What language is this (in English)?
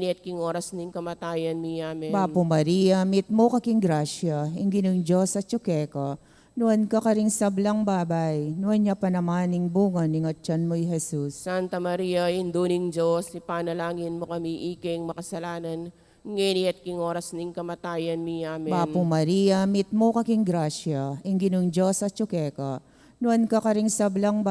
Pampanga